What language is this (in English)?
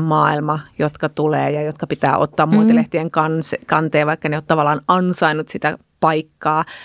Finnish